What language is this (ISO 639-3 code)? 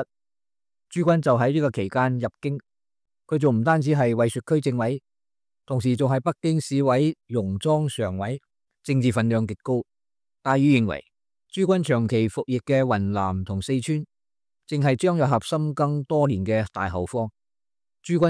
yue